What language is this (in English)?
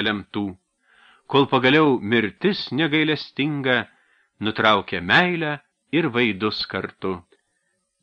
Lithuanian